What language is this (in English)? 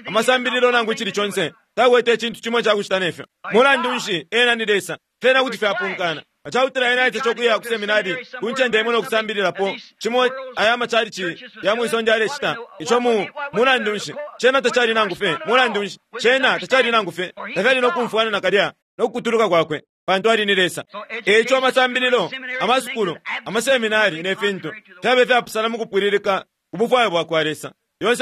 Bemba